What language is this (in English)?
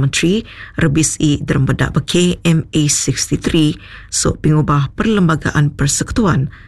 Malay